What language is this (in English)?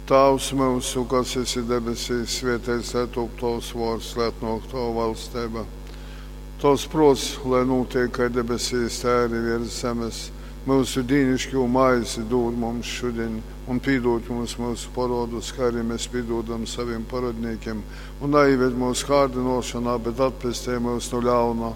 Latgalian